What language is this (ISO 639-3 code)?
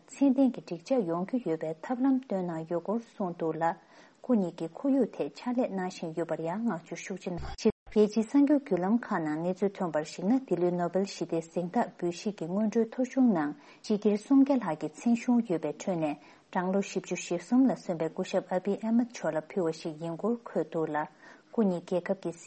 bod